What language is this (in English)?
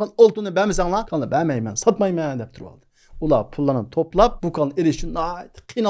Uyghur